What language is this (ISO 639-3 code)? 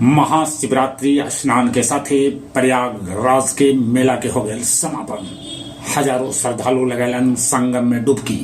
mag